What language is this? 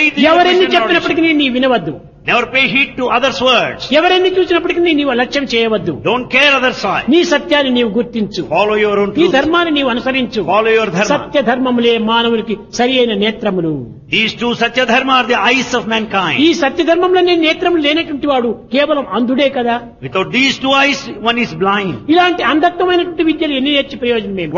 Telugu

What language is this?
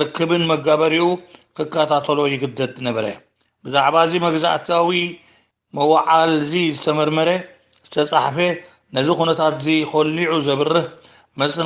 Tigrinya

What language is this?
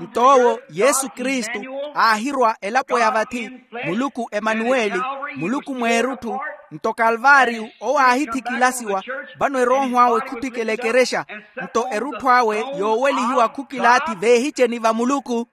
Makhuwa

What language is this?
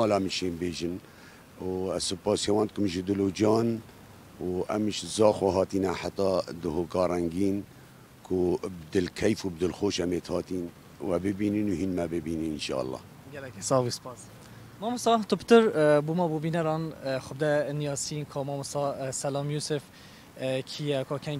Kurdish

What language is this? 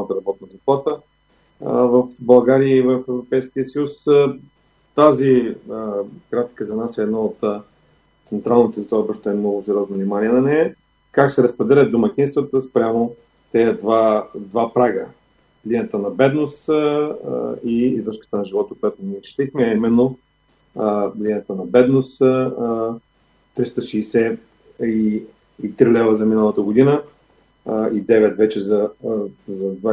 Bulgarian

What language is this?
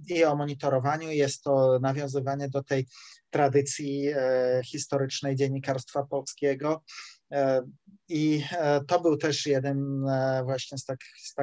Polish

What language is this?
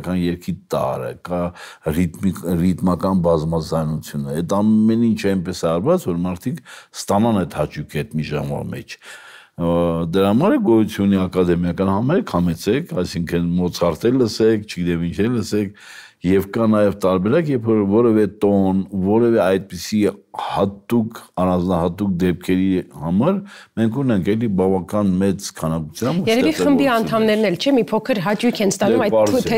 Armenian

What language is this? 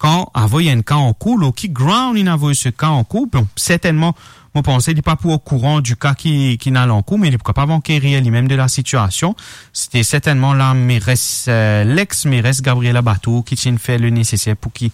Morisyen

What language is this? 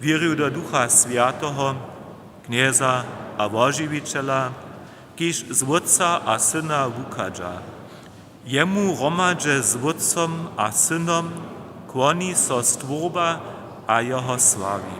Upper Sorbian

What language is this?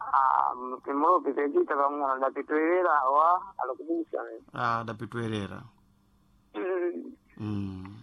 Sena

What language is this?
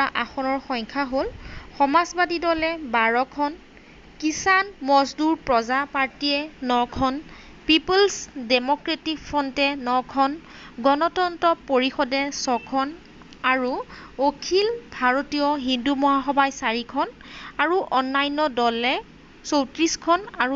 Assamese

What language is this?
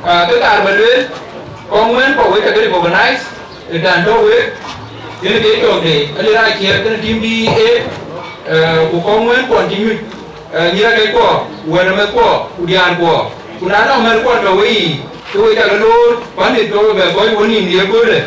Dinka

